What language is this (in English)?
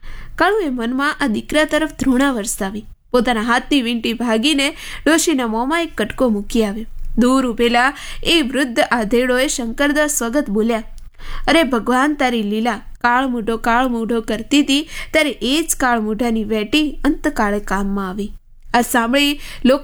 Gujarati